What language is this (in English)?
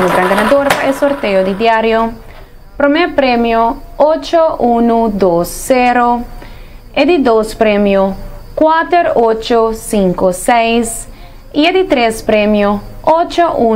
Papiamento